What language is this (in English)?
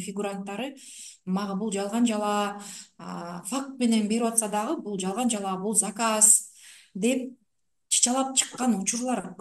Kyrgyz